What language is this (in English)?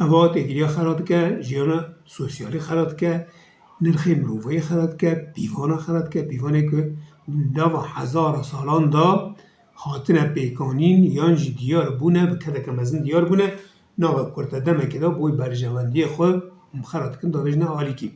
Kurdish